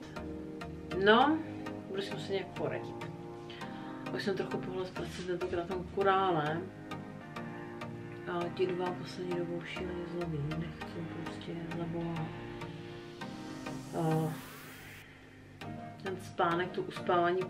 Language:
Czech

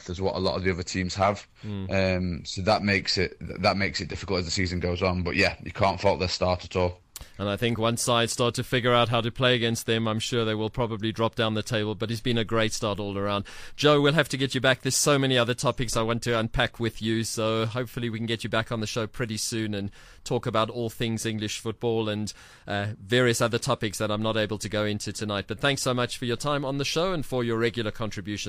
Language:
English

